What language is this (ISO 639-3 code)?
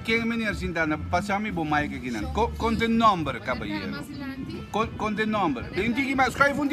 pap